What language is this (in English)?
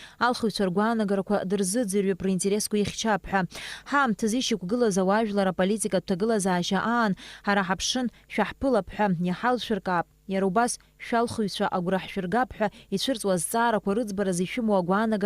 Abkhazian